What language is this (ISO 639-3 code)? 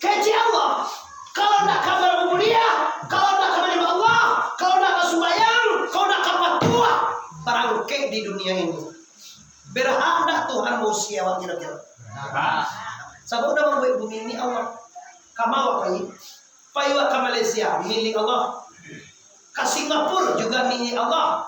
min